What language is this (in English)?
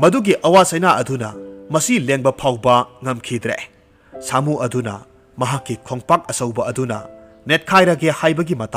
Manipuri